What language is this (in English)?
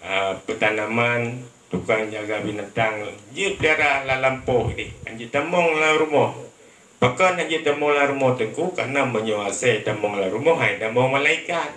Achinese